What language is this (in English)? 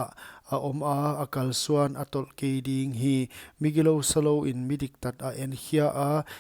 Paite Chin